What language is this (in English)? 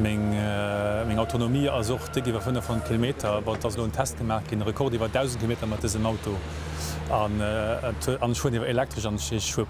Luxembourgish